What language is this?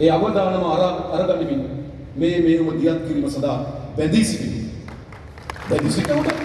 Sinhala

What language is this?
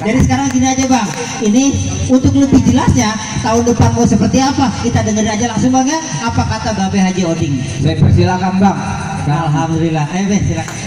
Betawi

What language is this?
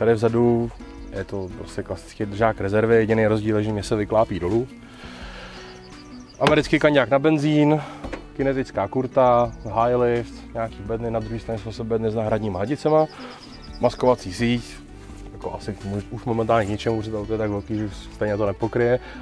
Czech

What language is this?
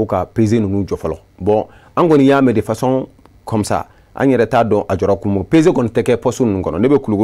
Bambara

